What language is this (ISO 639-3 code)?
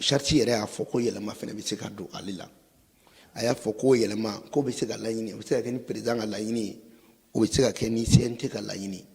bam